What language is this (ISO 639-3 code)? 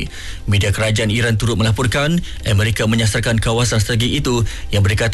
msa